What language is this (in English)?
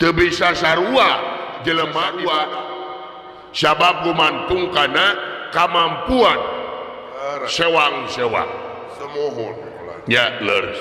Sundanese